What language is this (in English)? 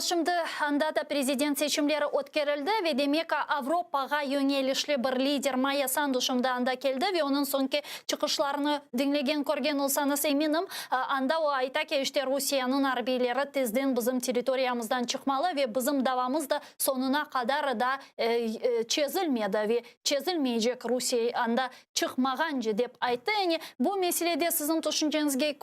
Crimean Tatar